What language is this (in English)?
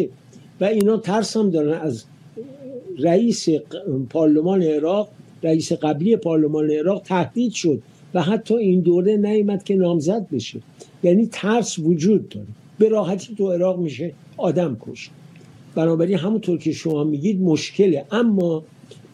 Persian